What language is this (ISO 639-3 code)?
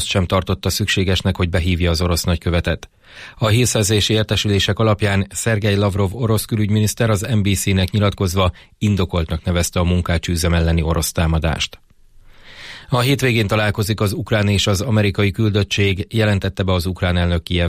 hun